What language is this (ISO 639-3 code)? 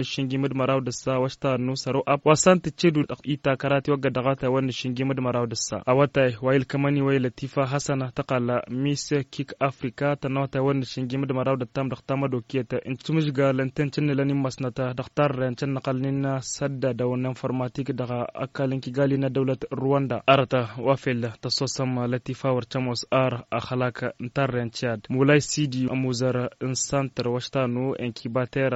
taq